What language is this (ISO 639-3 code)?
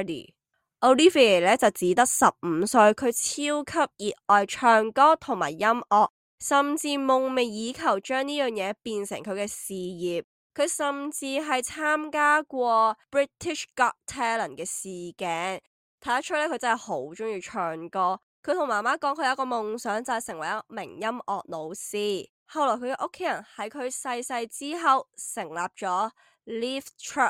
yue